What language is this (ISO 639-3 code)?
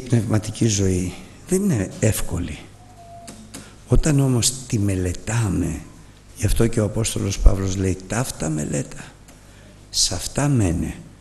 ell